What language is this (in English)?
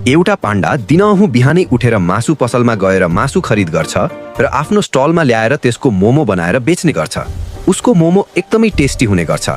Nepali